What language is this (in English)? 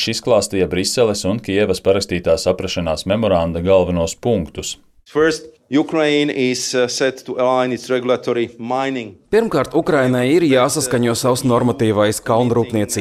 Latvian